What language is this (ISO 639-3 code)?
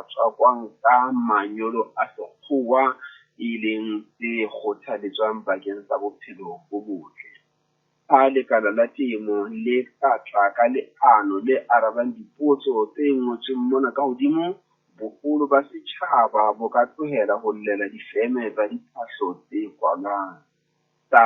sot